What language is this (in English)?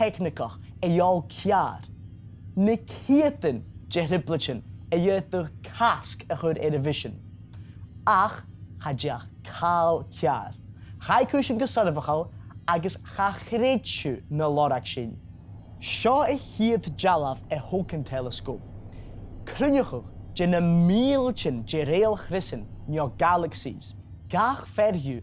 Scottish Gaelic